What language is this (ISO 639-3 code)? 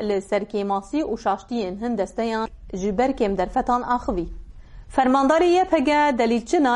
kur